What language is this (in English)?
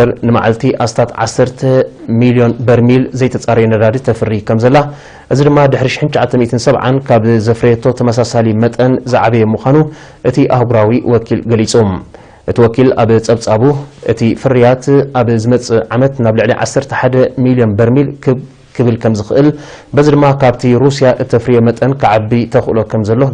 Tigrinya